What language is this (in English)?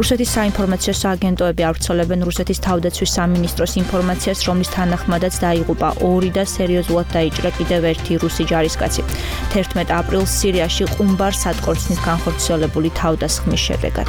Georgian